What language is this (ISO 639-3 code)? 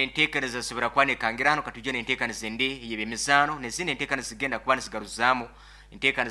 nyn